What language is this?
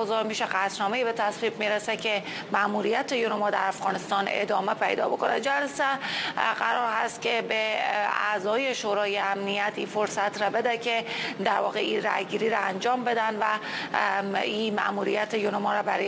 Persian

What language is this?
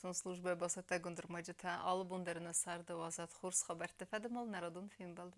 Ossetic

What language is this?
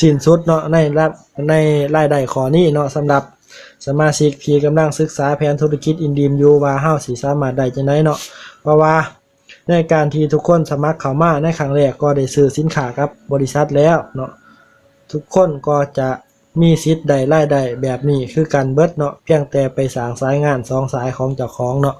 Lao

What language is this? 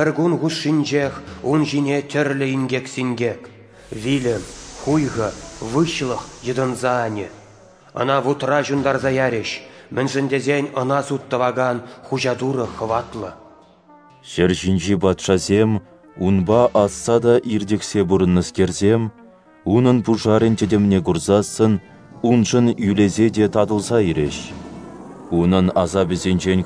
Chuvash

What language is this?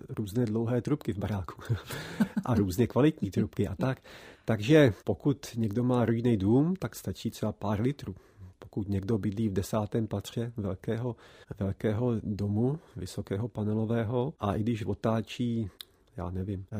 Czech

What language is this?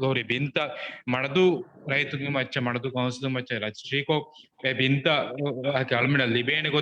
Divehi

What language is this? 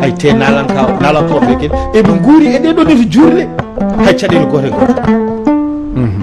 Fula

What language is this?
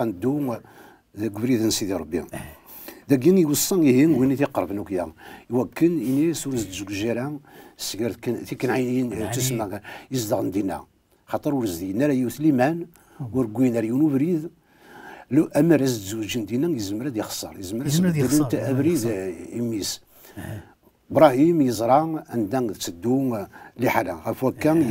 Kabyle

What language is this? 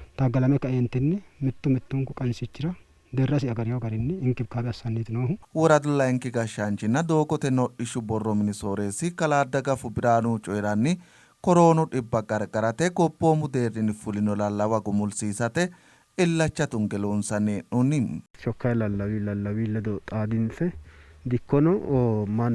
Sidamo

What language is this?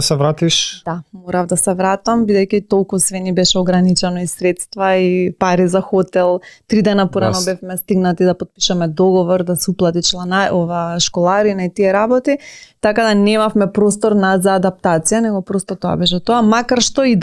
Macedonian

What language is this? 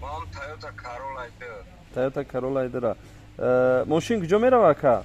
Tajik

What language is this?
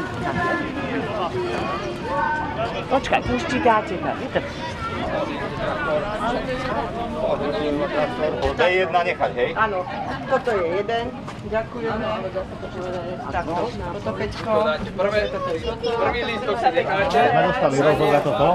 Slovak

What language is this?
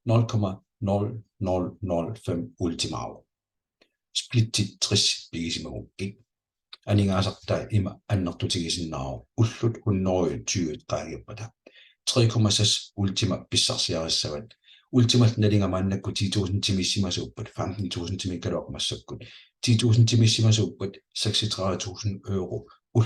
Kalaallisut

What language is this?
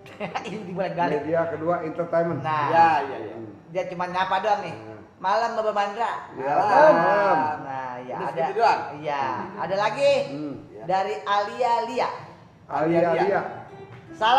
Betawi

